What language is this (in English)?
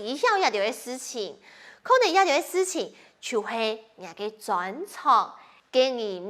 Hakka Chinese